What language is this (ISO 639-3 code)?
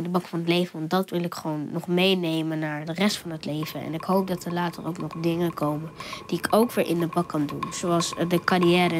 nld